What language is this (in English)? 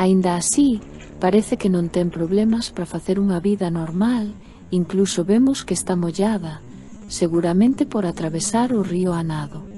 Galician